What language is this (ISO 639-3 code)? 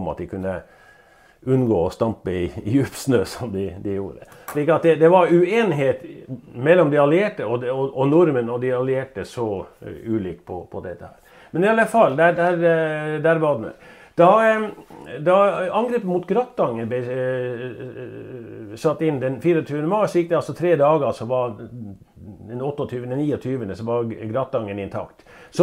nor